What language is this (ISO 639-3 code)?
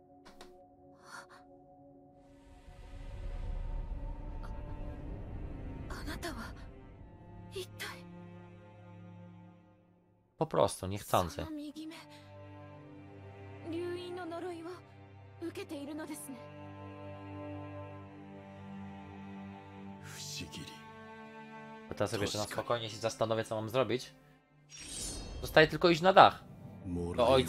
pol